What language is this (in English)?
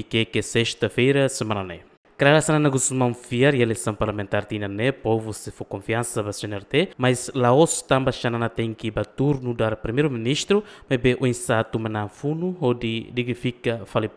Tetum